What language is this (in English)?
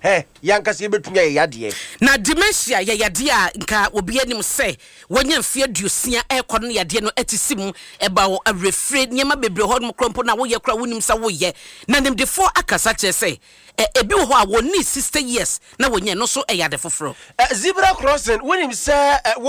Akan